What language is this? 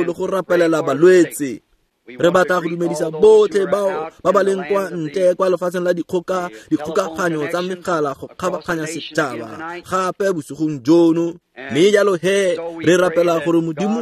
Tswana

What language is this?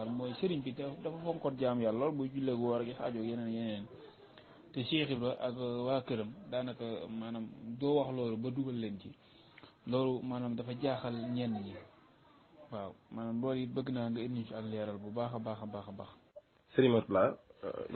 Wolof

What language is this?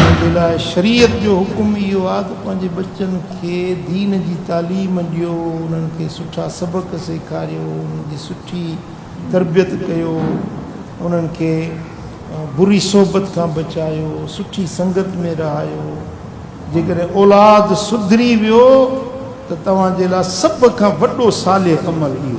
Sindhi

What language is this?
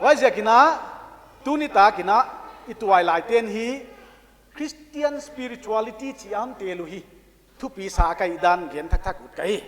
Paite Chin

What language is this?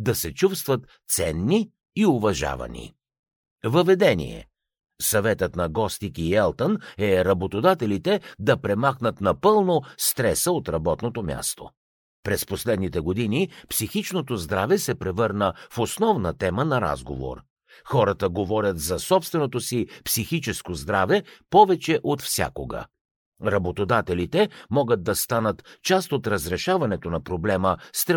Bulgarian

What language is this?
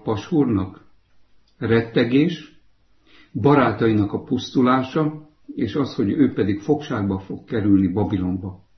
Hungarian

